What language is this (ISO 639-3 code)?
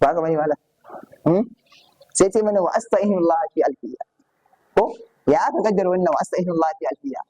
hau